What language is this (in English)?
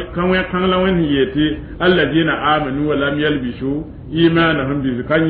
Mossi